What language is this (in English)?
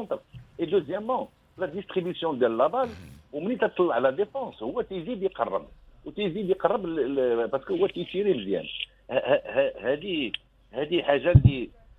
Moroccan Arabic